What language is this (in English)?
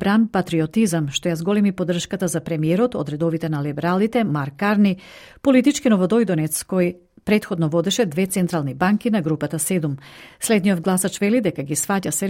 Macedonian